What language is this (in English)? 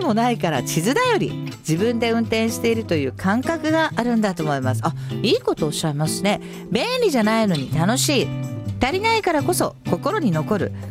Japanese